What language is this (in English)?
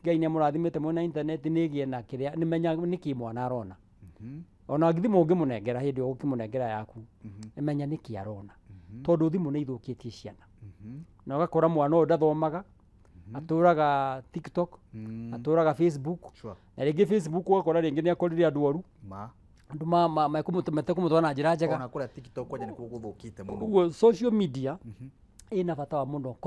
Kikuyu